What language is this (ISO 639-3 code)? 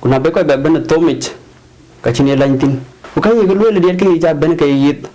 din